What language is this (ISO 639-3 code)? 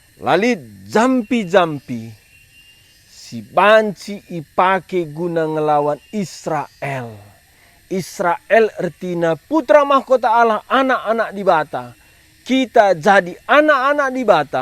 btx